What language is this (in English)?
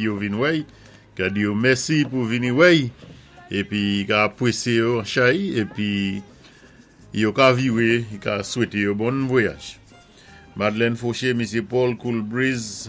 Saint Lucian Creole French